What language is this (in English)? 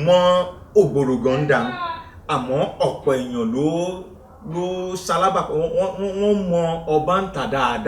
Yoruba